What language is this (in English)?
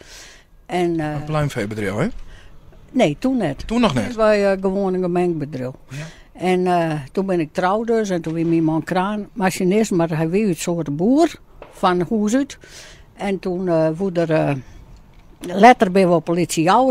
Western Frisian